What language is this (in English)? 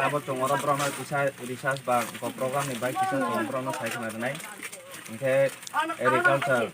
Kok Borok